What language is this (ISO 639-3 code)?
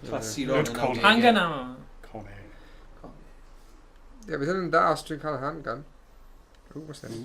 cym